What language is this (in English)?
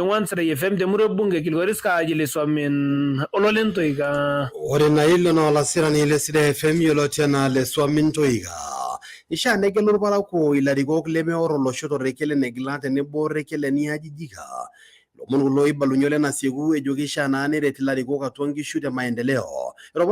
Masai